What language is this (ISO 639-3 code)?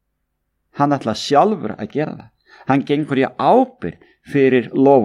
isl